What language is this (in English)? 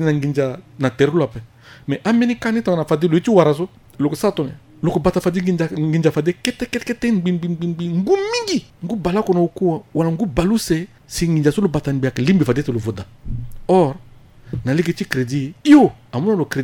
Sango